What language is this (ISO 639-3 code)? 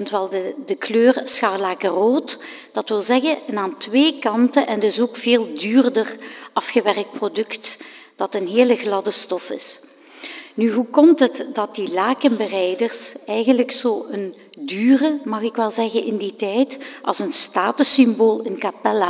nld